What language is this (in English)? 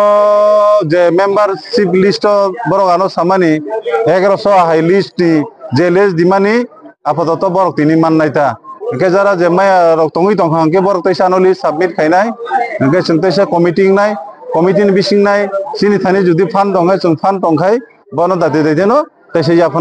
Kok Borok